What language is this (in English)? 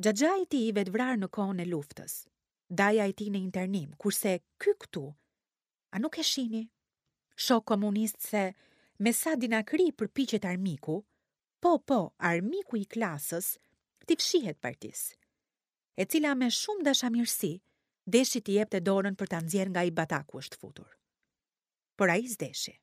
Albanian